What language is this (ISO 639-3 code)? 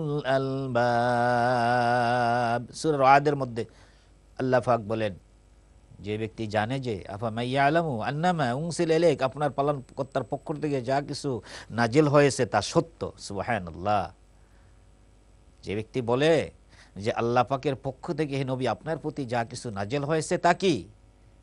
ben